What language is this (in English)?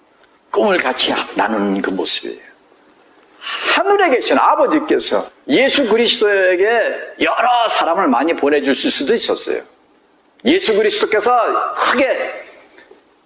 Korean